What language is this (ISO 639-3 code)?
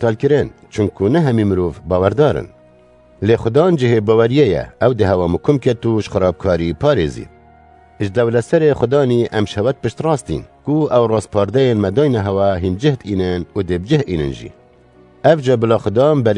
kur